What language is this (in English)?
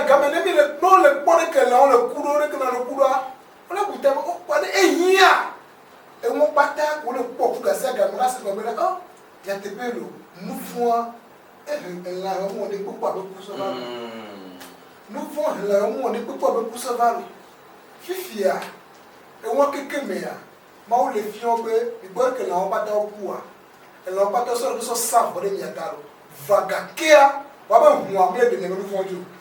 Ewe